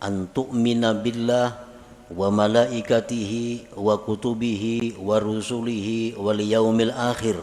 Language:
Banjar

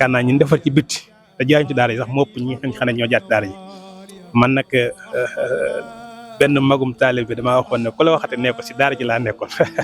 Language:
Wolof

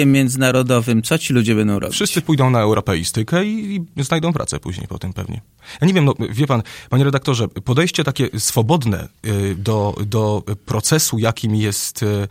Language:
Polish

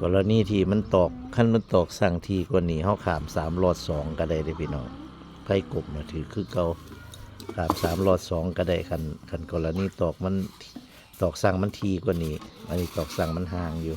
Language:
Northeastern Thai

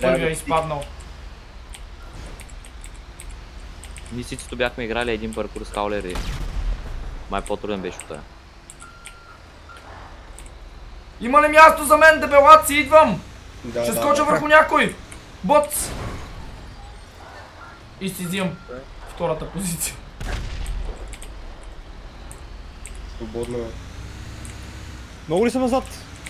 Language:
Bulgarian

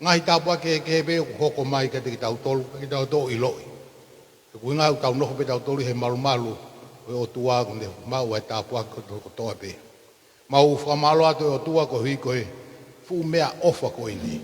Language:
Tongan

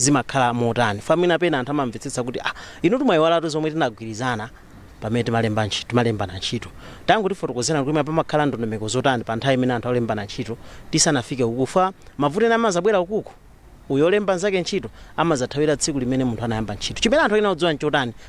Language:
Nyanja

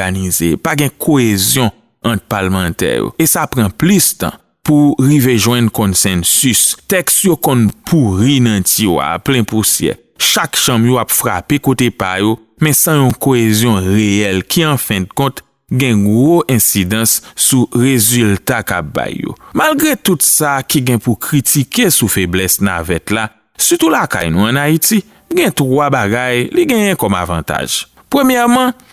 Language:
Haitian Creole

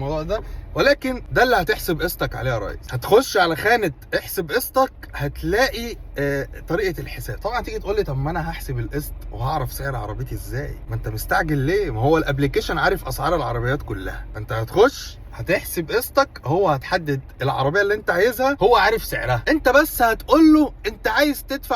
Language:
Egyptian Arabic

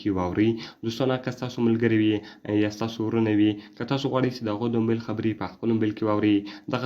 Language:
Pashto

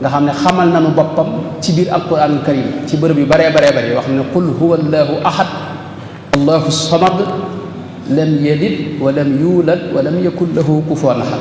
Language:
Wolof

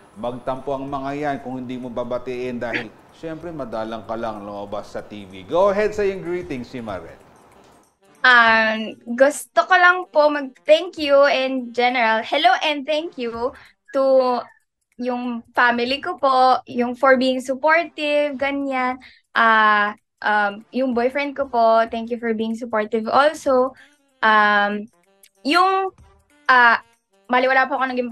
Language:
Filipino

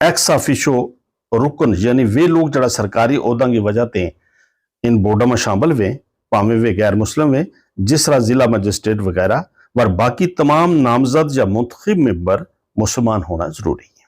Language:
Gujari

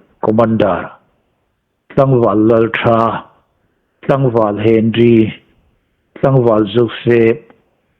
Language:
Hmar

